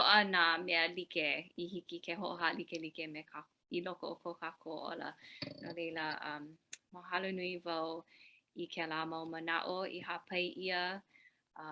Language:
Hawaiian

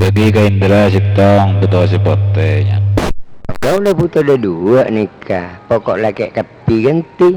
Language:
Madurese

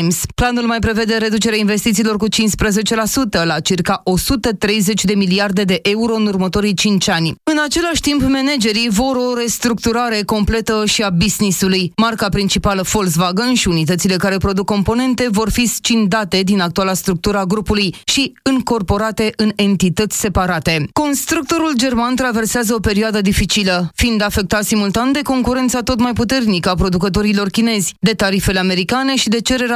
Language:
Romanian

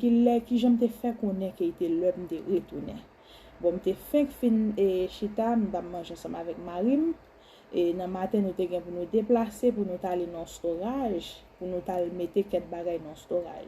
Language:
Haitian Creole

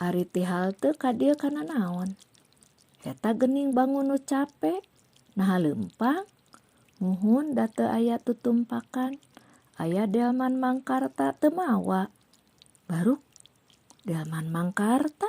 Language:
Sundanese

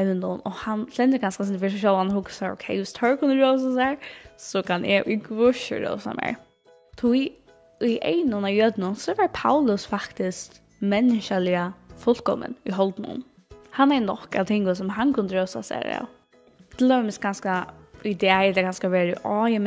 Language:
Faroese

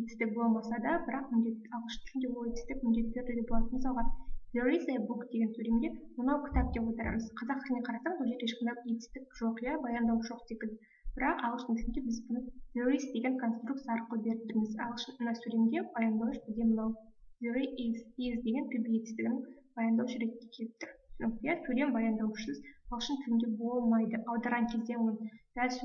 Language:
Kazakh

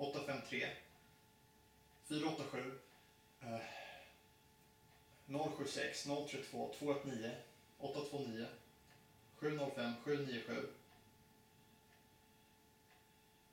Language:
Swedish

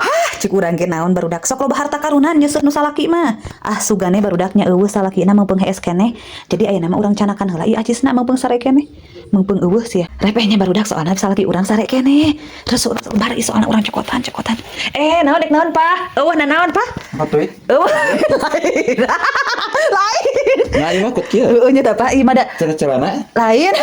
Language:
Sundanese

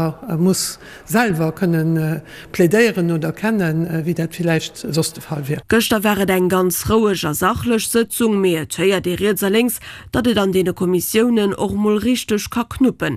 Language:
Luxembourgish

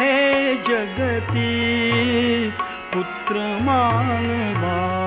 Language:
Marathi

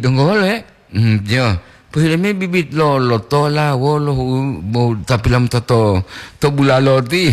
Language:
Gorontalo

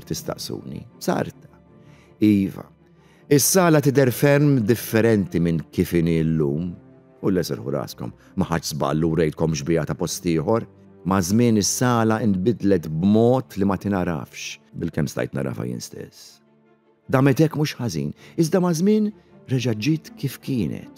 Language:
Maltese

